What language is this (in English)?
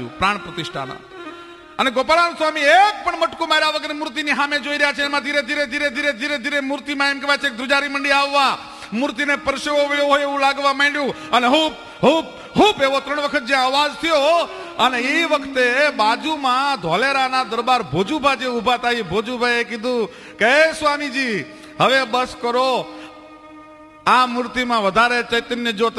Gujarati